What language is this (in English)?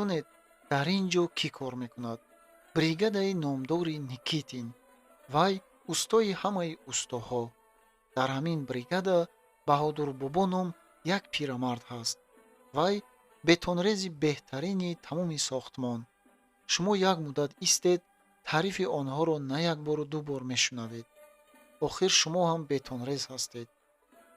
Tajik